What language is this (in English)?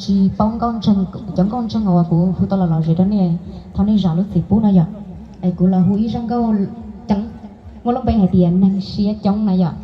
Hmong